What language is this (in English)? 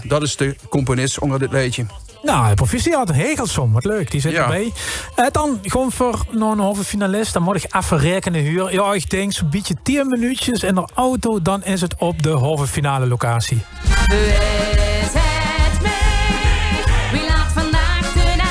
Limburgish